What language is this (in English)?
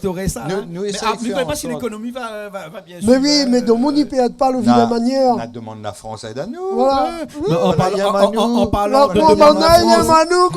Réunion Creole French